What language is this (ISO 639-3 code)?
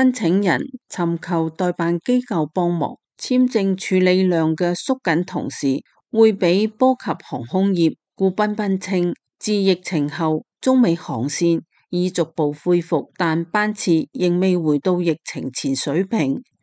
yue